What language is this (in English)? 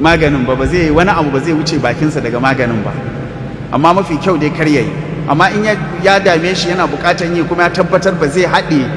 Hausa